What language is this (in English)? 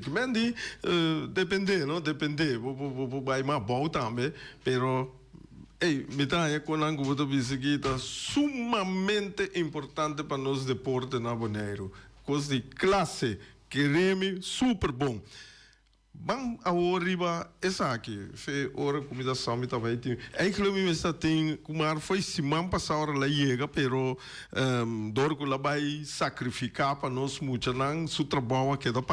Papiamento